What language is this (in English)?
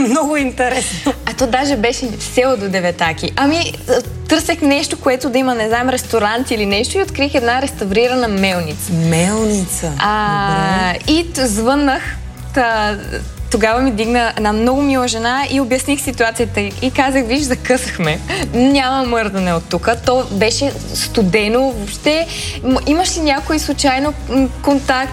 Bulgarian